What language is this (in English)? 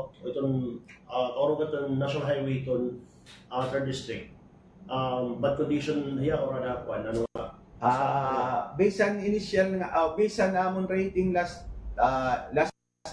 Waray